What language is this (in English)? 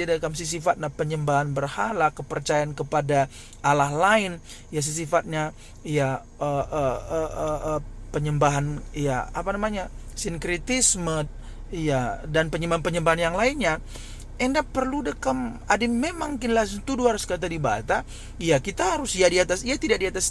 Batak Karo